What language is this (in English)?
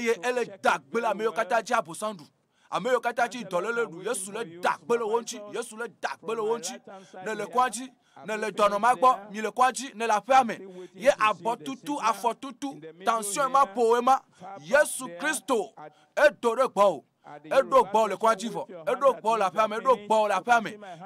Ewe